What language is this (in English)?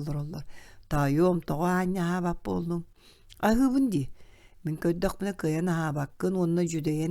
Yakut